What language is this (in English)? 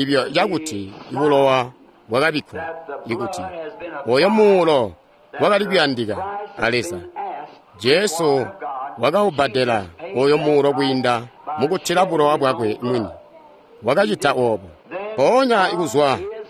Tonga (Zambia)